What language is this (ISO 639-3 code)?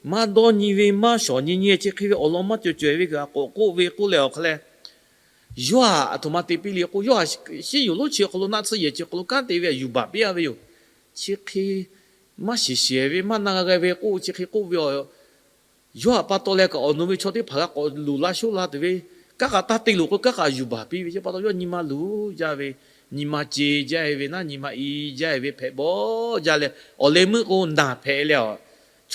lhu